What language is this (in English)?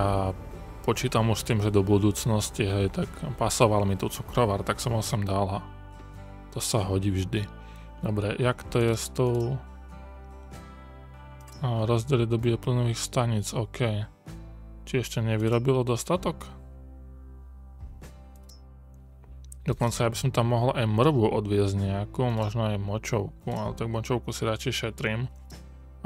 Slovak